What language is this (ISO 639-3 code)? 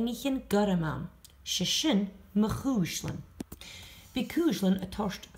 gla